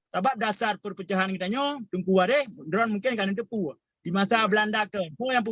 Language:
Achinese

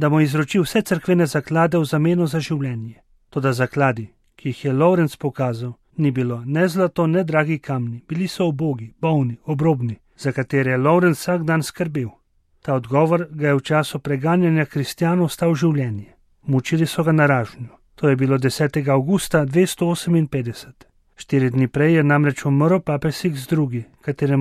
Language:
Slovenian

